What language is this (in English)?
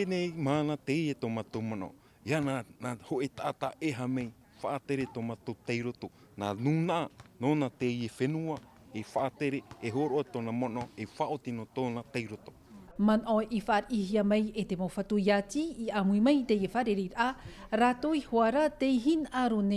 Tahitian